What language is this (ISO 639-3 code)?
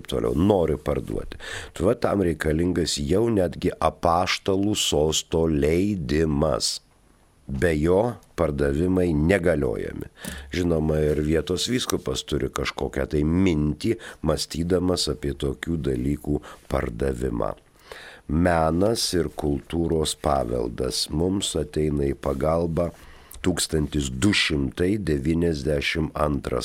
lit